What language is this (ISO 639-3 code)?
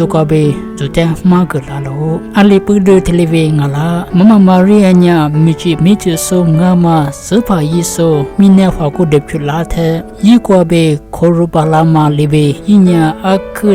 lis